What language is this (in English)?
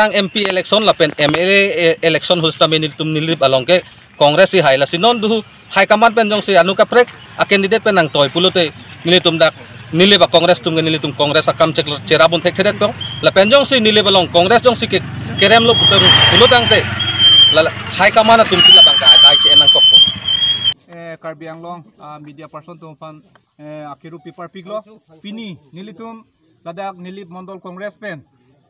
Karbi